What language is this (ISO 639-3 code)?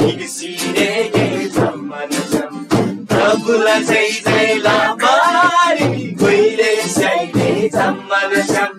taj